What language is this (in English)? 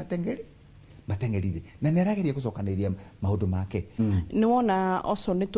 Kikuyu